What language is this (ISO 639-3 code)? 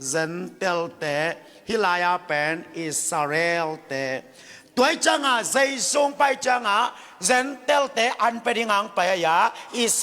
ctd